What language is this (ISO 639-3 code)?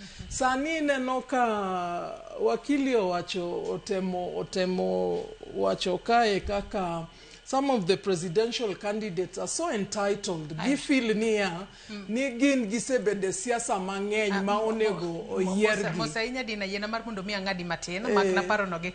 luo